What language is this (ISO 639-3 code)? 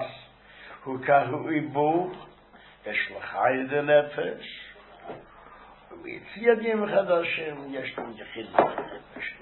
heb